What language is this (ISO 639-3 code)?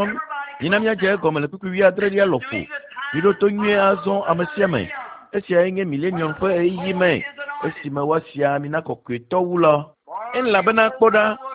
ewe